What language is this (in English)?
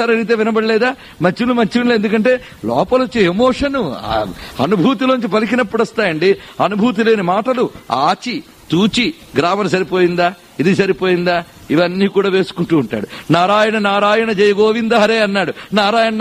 Telugu